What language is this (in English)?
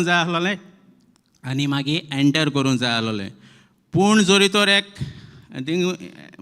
Konkani